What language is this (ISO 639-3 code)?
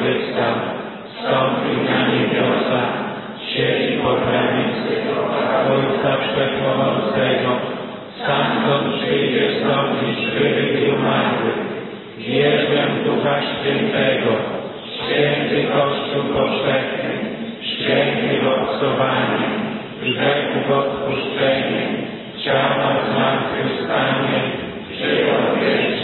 pol